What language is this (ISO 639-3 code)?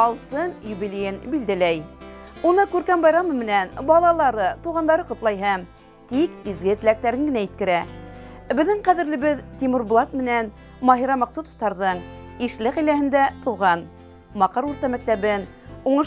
bak